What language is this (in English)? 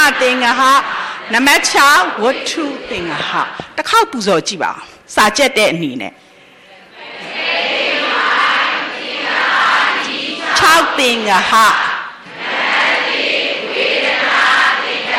Burmese